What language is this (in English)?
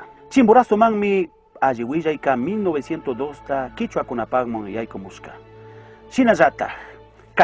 Chimborazo Highland Quichua